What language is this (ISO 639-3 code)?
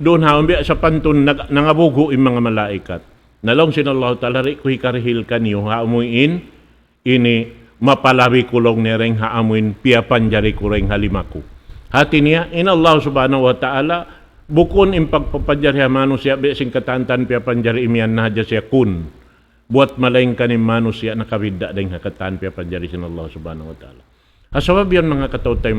tsg